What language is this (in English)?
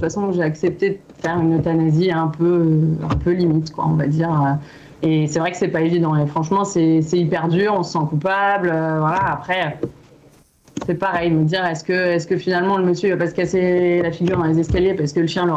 French